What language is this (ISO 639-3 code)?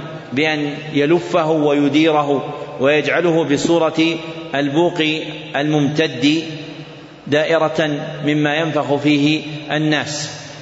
ara